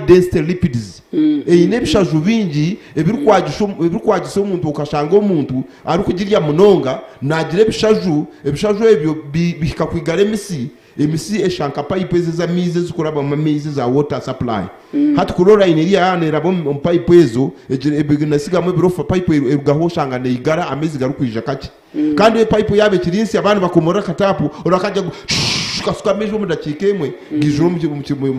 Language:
Nyankole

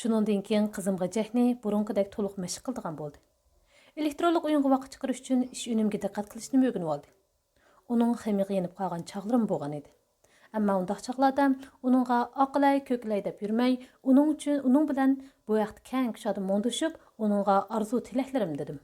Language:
Uyghur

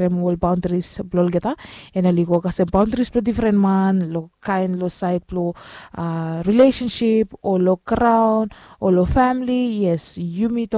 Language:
Bislama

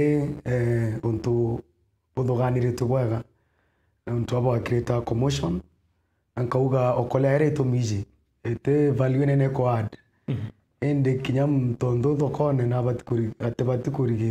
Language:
Meru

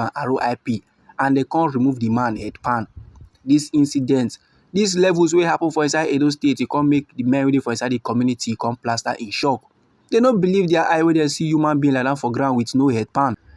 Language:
Nigerian Pidgin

